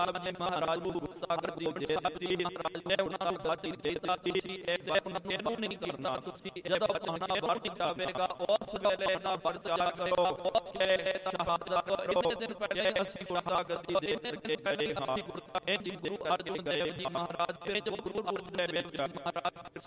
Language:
Punjabi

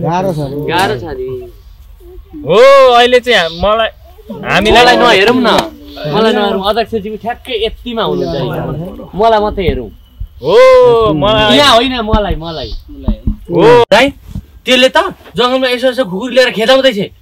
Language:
Nepali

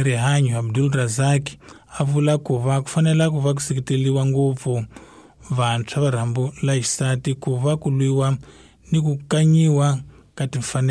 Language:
Tsonga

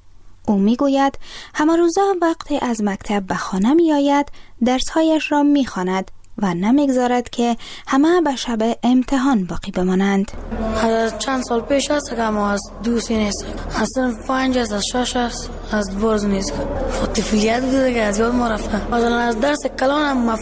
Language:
Persian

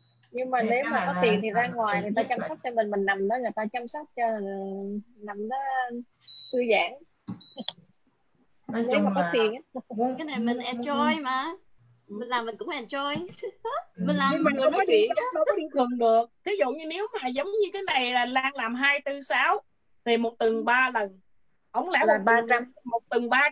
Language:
Vietnamese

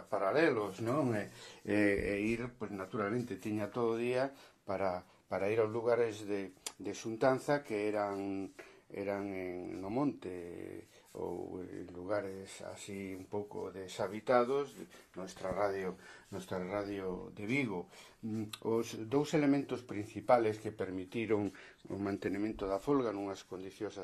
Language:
Galician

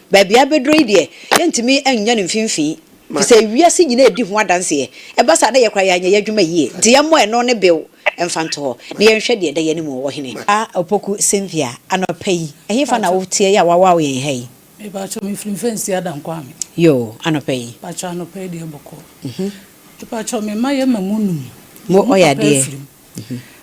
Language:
Akan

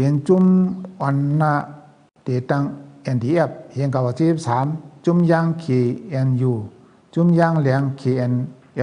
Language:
Shan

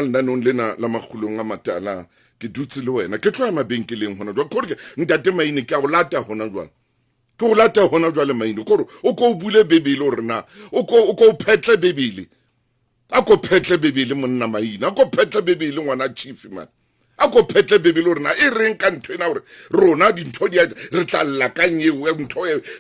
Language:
Southern Sotho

